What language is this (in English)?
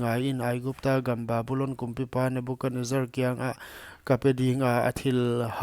Paite Chin